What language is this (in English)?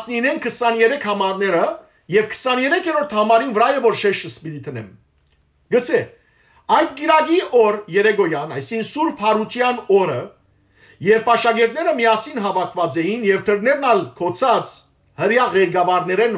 Western Armenian